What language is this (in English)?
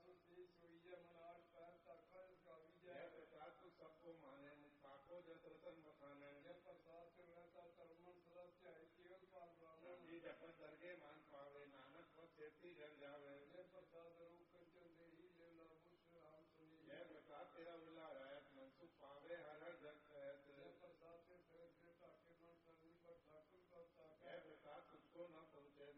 Punjabi